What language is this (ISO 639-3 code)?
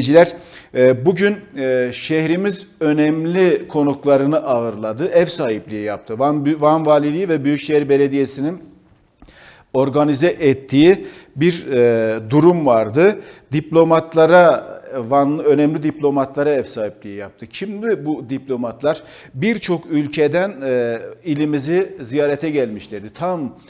tur